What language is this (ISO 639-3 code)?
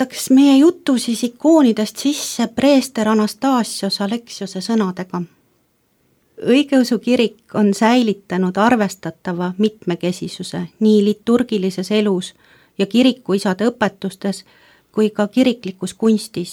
est